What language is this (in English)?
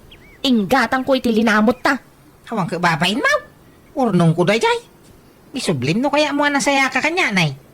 Iloko